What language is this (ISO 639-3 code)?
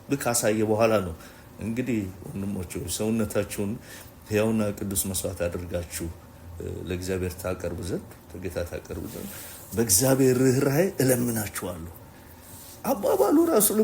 amh